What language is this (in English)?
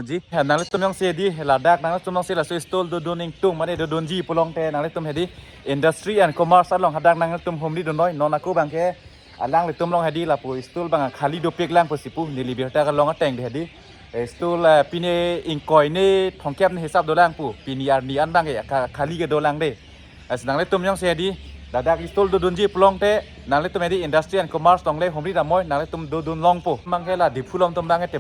Karbi